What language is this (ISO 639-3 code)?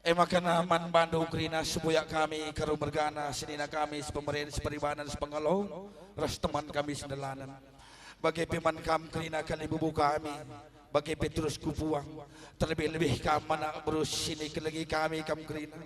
btx